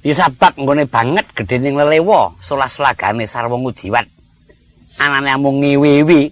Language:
Javanese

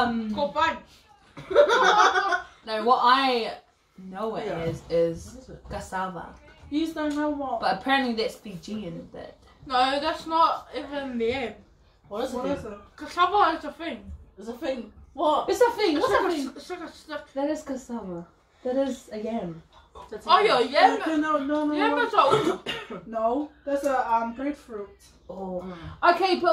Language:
English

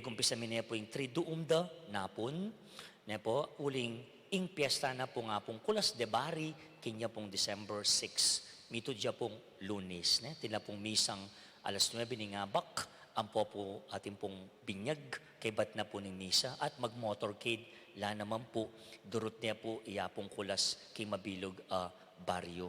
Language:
Pampanga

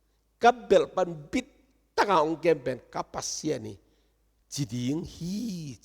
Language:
Tedim Chin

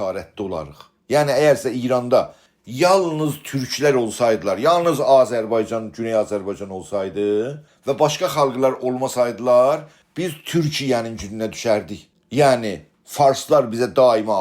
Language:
South Azerbaijani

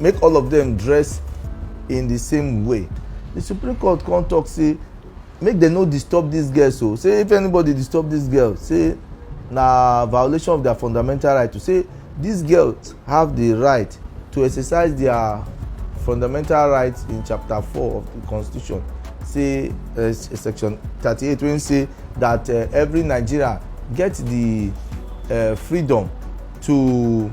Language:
Nigerian Pidgin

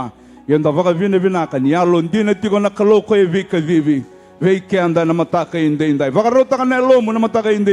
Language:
Fijian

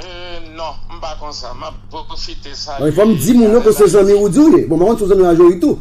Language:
Haitian Creole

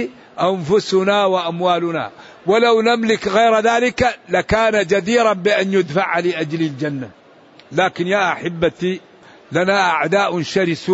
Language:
Arabic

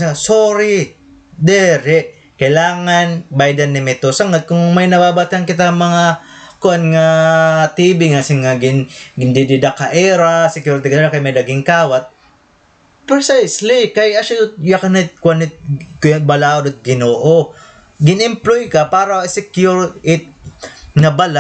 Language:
Waray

